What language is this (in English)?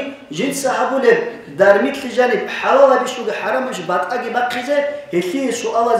Avaric